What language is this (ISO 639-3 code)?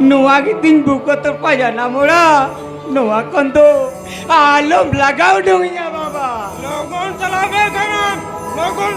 sat